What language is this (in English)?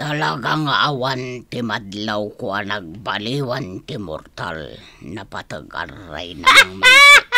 Iloko